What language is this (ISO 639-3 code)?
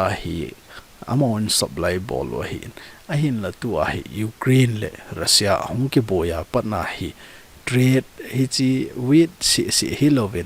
tcz